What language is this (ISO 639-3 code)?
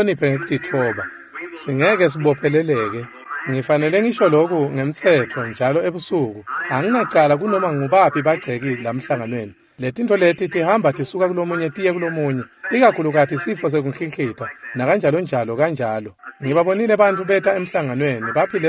ssw